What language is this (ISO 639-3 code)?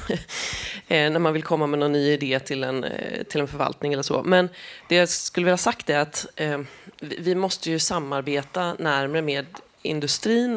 swe